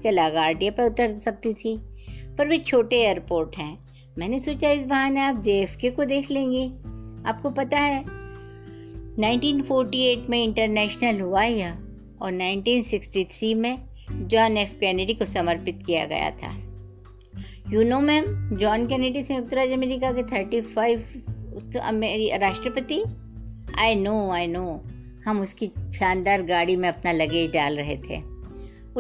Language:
Hindi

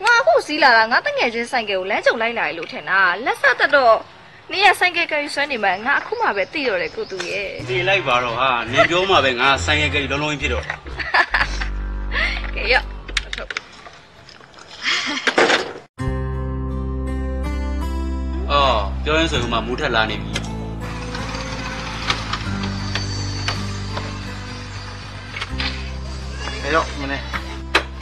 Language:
Burmese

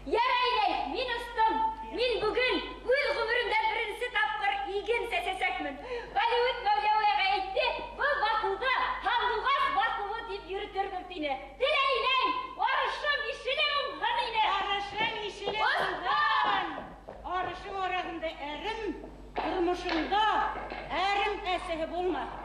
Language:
Bashkir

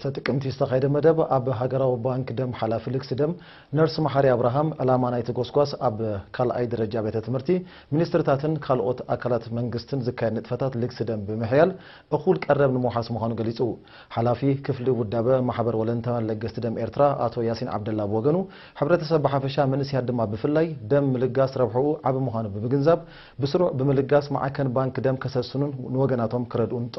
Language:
Tigrinya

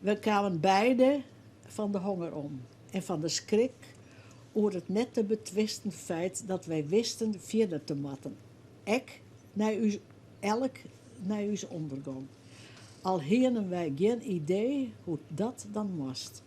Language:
Western Frisian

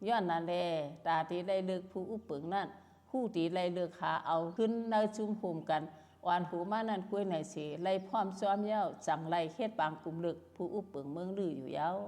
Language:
Shan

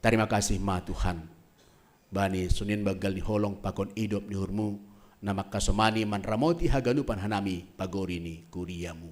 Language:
Batak Simalungun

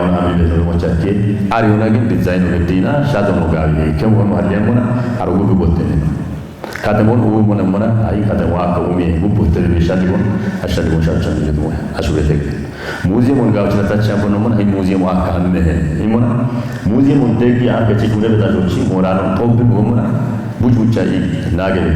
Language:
Kafa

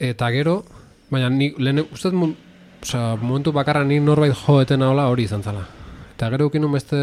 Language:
Basque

